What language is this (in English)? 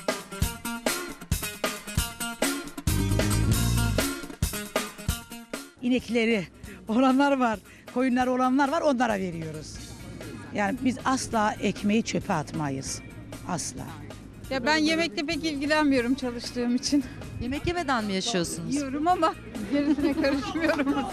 Turkish